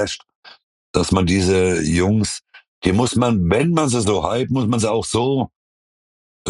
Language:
German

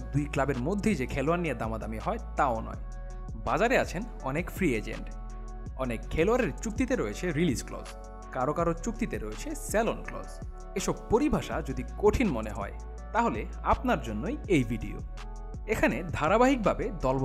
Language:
Bangla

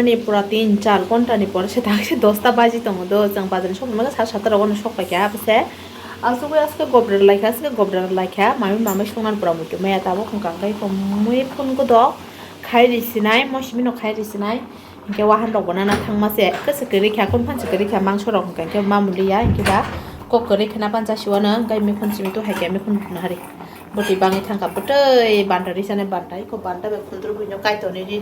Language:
Kok Borok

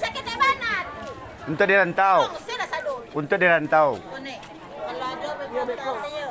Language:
Minangkabau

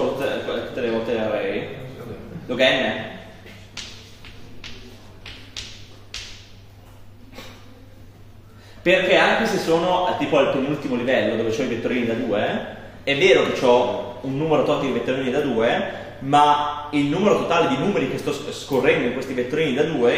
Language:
Italian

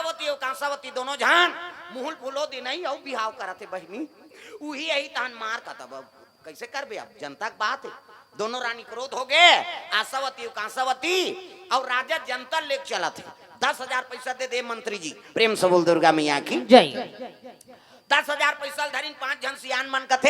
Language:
Chhattisgarhi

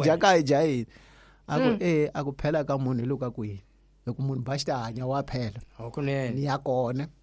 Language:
Tsonga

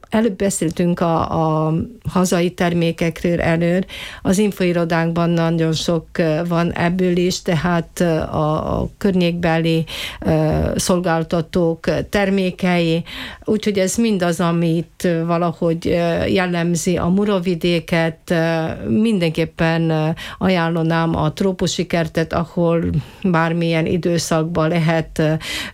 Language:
Hungarian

